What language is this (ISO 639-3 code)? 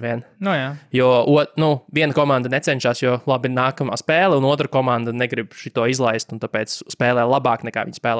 lav